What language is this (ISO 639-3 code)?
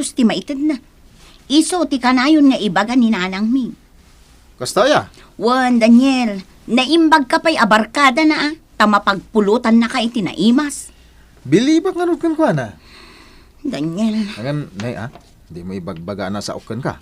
ilo